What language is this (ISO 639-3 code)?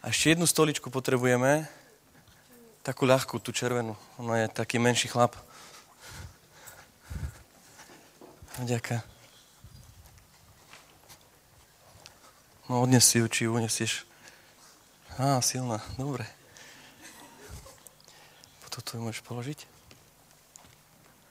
slk